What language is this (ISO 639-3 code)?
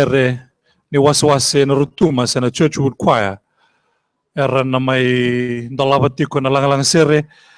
fij